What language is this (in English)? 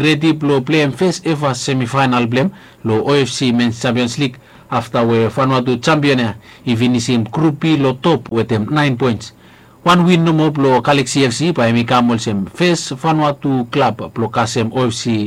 Bislama